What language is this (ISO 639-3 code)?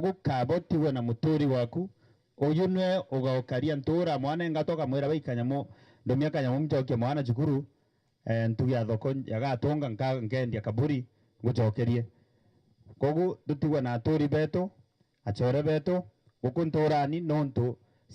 mer